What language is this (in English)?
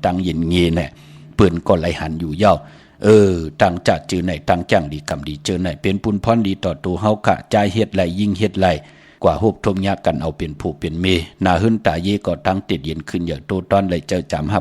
Shan